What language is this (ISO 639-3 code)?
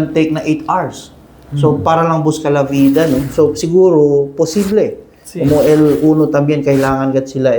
cbk